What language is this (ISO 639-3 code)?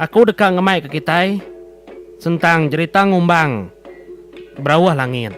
iba